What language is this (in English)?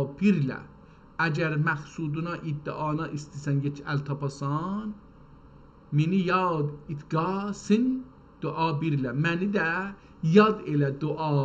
South Azerbaijani